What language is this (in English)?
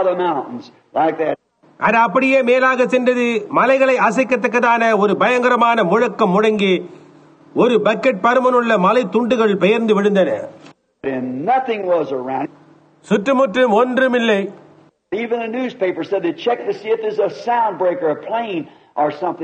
Tamil